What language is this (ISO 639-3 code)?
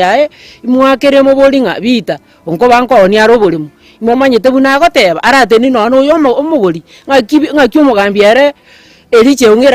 guz